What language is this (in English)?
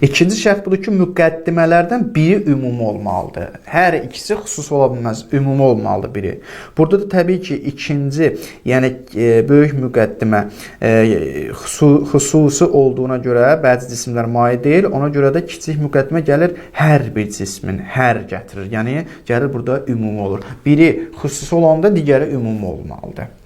Azerbaijani